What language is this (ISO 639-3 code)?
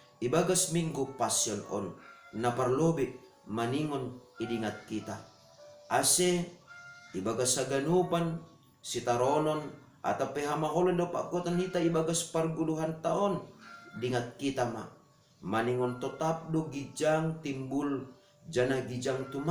bts